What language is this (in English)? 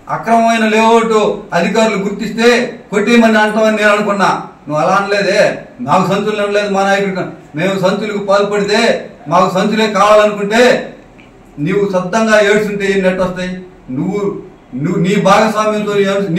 Telugu